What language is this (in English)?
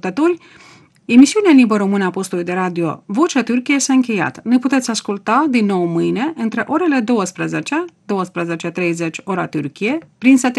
Romanian